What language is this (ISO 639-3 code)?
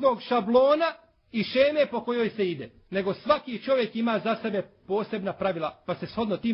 bos